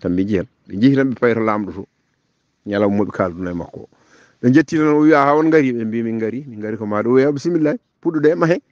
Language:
Fula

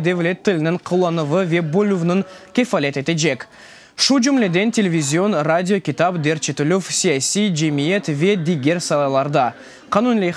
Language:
Crimean Tatar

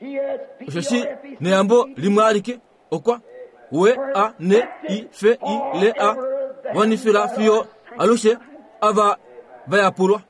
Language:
Kuanyama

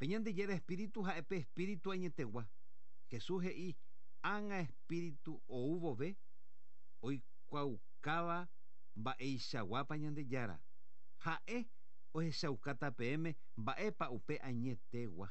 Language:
Guarani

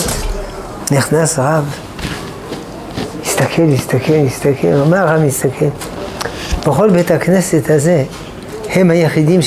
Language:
Hebrew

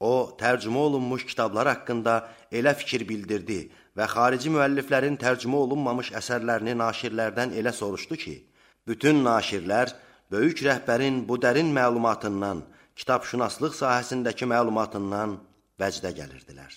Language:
Azerbaijani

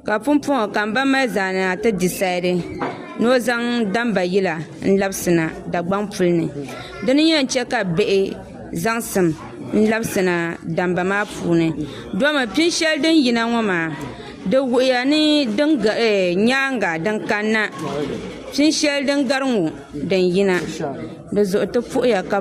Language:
Dagbani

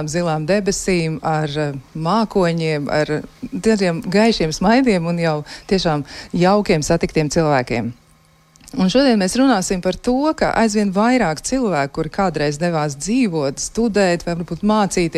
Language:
Latvian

